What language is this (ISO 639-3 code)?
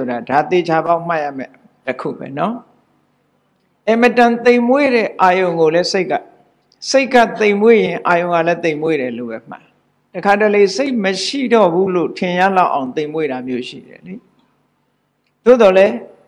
mya